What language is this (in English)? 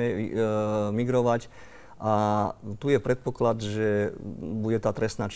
Slovak